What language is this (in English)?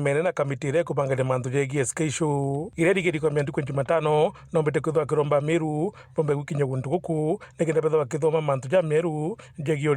Meru